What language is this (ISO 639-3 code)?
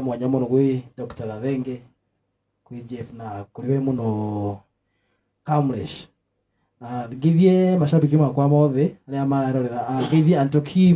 kik